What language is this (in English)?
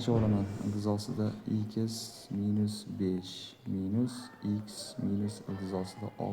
Uzbek